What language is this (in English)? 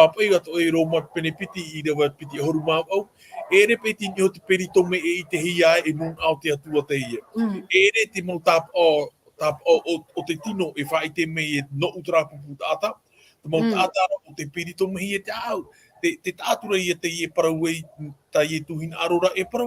Tahitian